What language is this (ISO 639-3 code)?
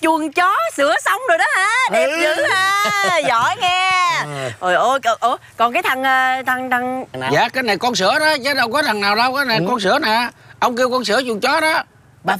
vie